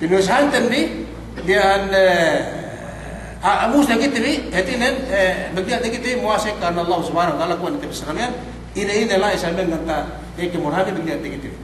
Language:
Yakan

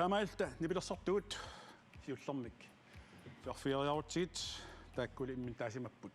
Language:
Kalaallisut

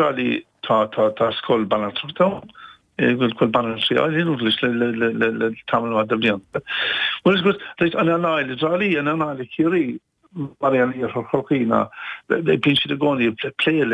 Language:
Irish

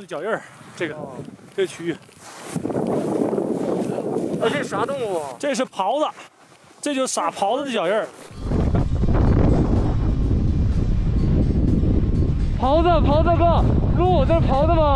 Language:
Chinese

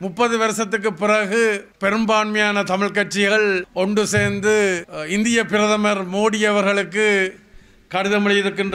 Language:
Tamil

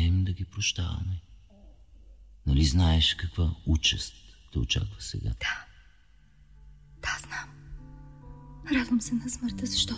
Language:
Bulgarian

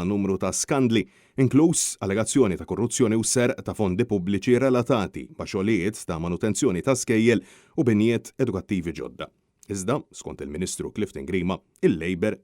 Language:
Maltese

